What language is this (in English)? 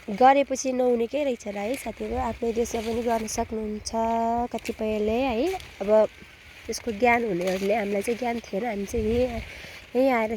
Nepali